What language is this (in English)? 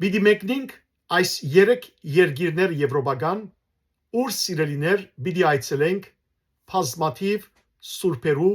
Western Armenian